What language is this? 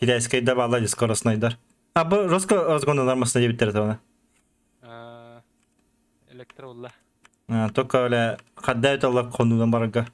Yakut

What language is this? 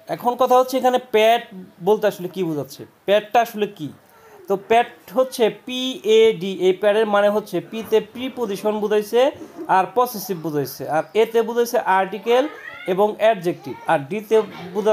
Bangla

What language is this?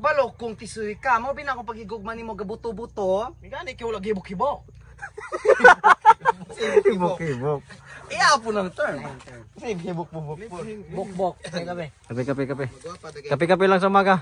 Cebuano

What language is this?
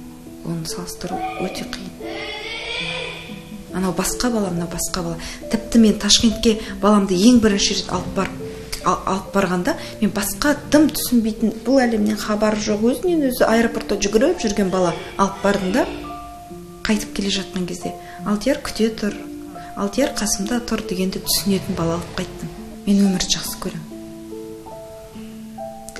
Kazakh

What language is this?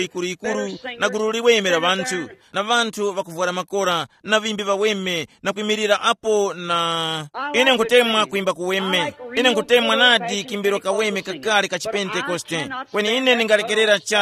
Tumbuka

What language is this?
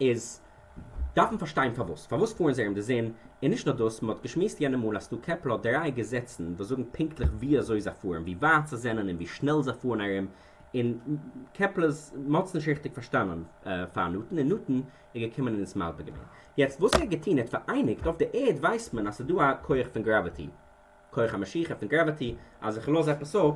Yiddish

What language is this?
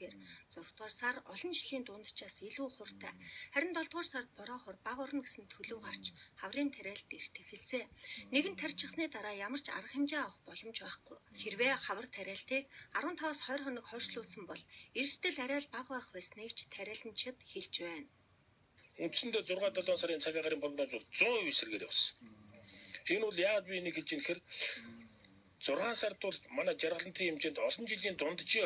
Mongolian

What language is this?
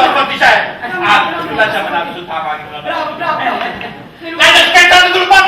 Neapolitan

